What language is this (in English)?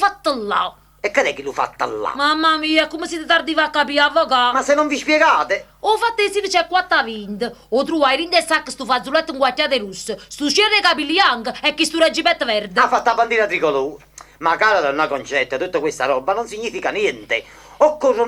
Neapolitan